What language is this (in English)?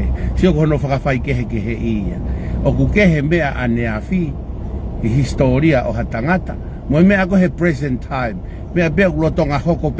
Tongan